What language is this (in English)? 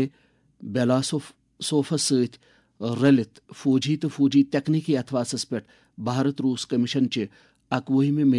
Kashmiri